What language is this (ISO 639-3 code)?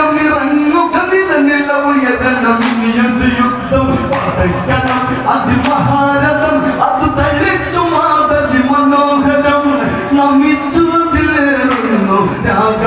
mal